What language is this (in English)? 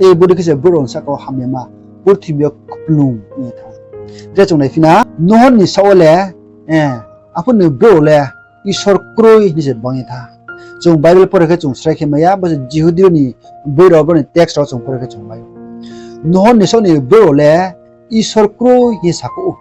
Riang (India)